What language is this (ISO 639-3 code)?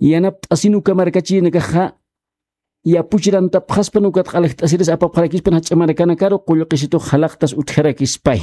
aym